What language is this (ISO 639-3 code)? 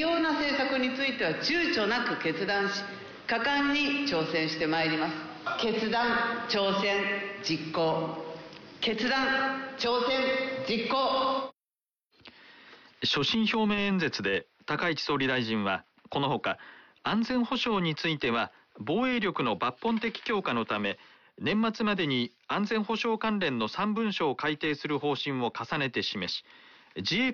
jpn